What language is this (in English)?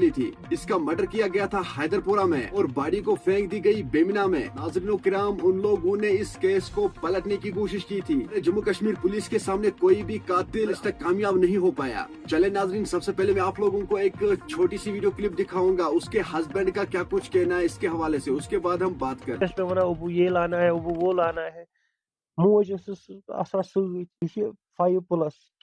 Kashmiri